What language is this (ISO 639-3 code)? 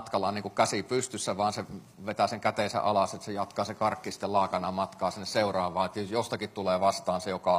fin